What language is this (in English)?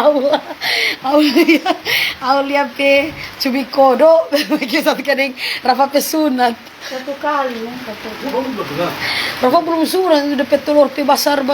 Manado Malay